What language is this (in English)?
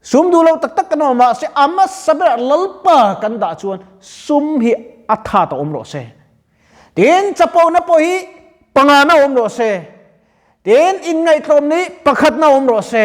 Mizo